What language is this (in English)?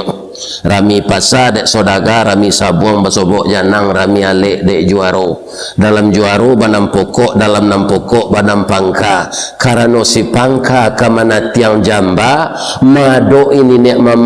Minangkabau